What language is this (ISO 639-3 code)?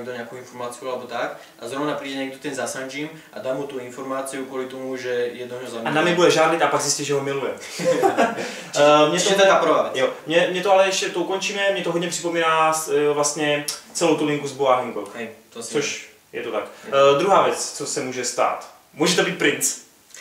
ces